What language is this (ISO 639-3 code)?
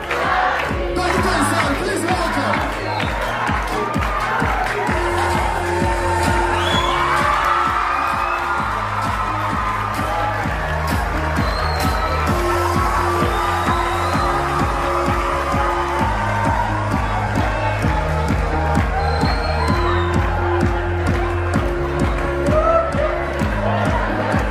kin